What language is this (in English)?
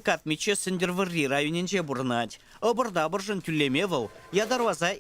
Chuvash